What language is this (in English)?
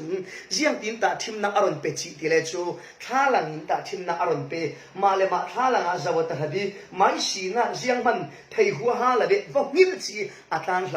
Falam Chin